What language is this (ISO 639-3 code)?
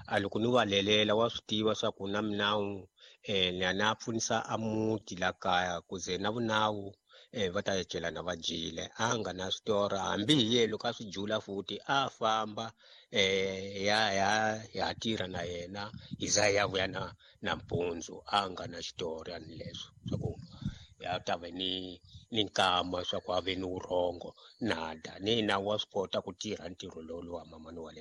tso